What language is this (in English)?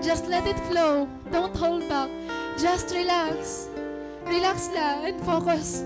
Waray